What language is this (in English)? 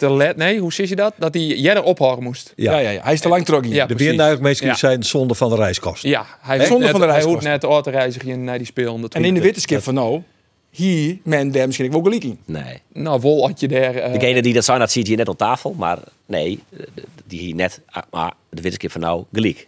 Western Frisian